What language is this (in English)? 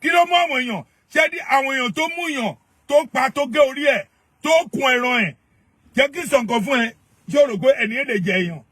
Yoruba